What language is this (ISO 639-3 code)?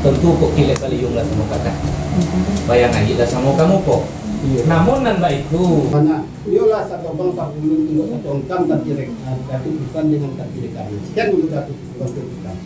min